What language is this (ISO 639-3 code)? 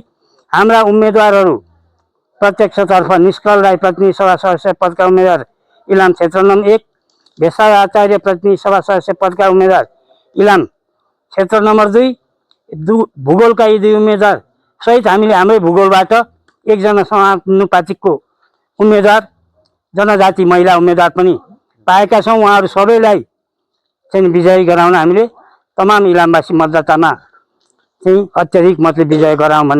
nep